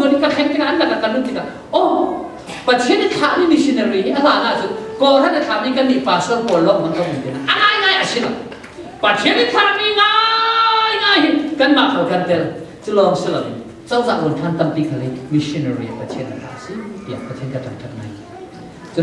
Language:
Falam Chin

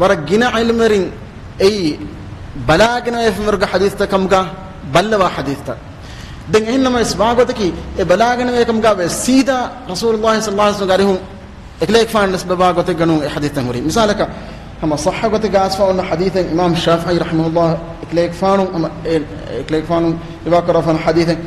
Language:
Divehi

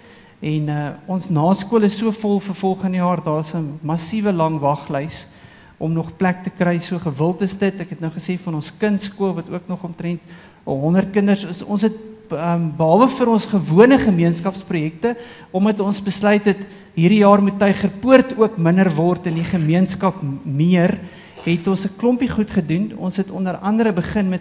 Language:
Afrikaans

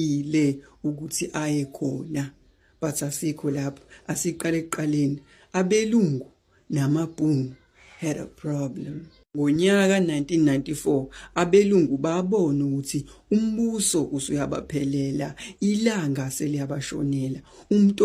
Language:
Zulu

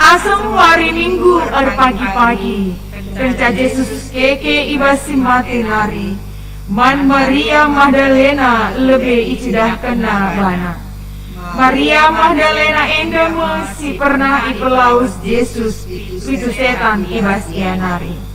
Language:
Batak Karo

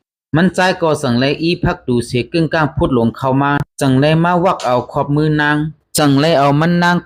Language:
Shan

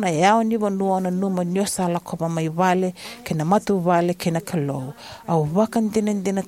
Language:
Fijian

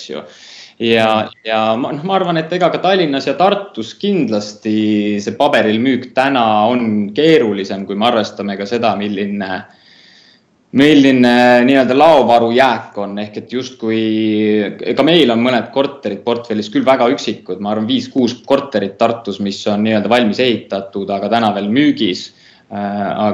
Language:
Estonian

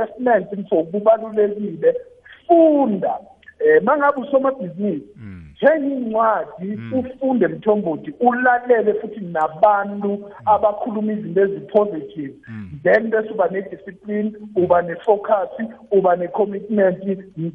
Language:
South Ndebele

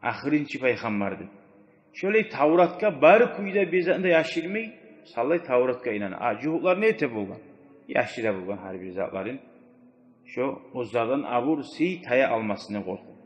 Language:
Kumyk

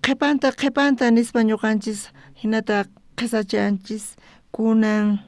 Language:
South Bolivian Quechua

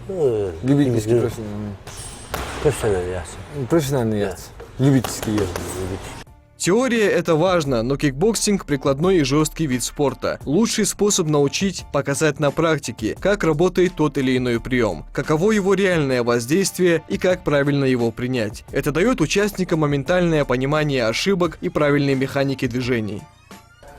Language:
Ingush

